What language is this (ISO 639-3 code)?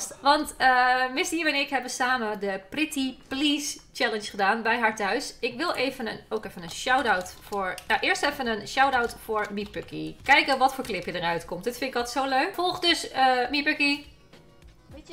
nld